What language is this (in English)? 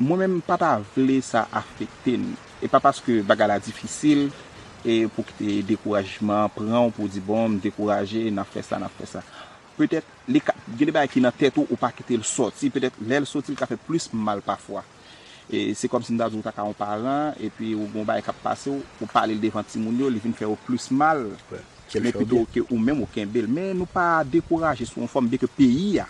Haitian Creole